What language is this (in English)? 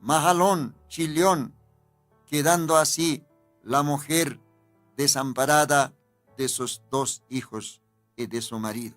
Aymara